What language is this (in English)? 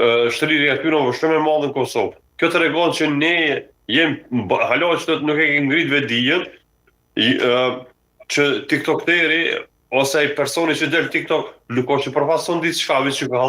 Albanian